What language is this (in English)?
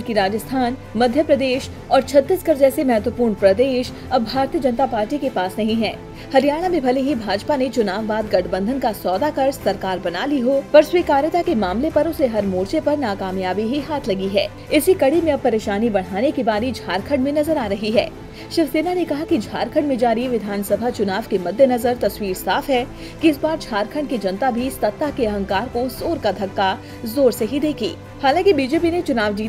Hindi